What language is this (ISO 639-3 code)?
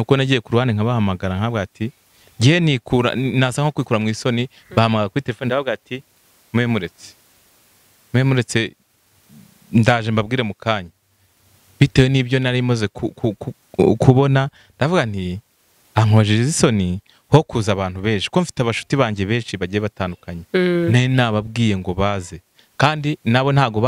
kin